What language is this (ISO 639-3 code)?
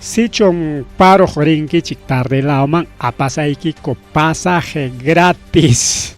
quy